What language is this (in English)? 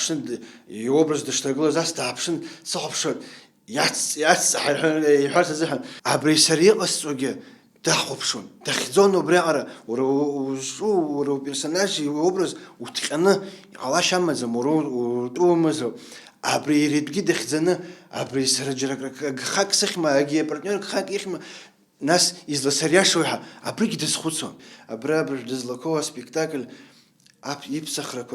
Abkhazian